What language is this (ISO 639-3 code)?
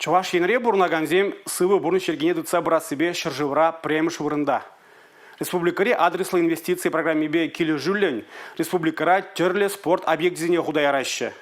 chv